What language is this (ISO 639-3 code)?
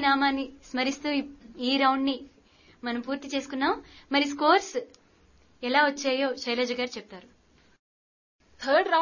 tel